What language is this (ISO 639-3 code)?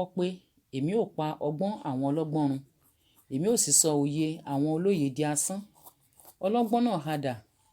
yor